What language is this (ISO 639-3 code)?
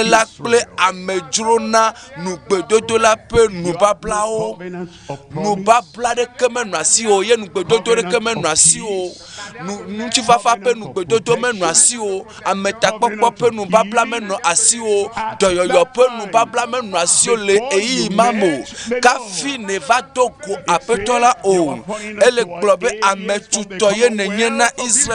ewe